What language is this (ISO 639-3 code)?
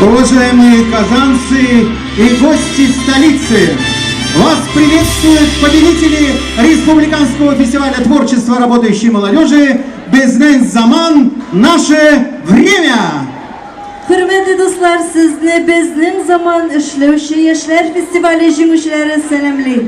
tat